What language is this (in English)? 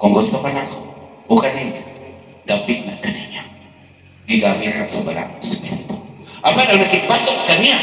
Cebuano